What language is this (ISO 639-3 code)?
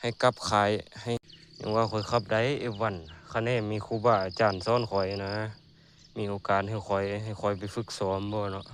lao